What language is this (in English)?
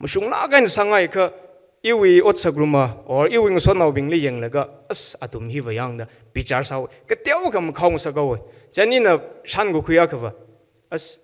Tangkhul Naga (India)